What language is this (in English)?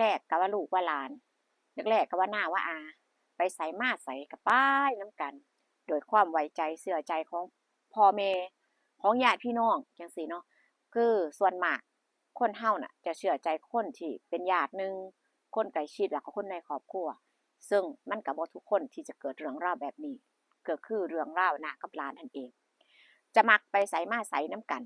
Northeastern Thai